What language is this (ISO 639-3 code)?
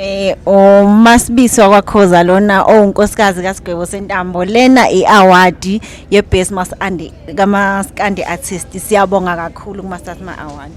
zul